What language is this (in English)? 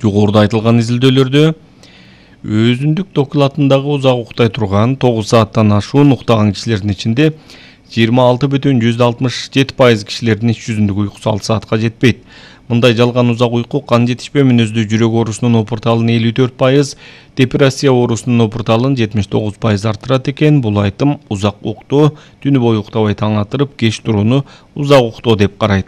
Kyrgyz